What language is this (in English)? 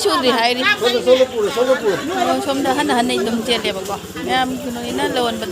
Manipuri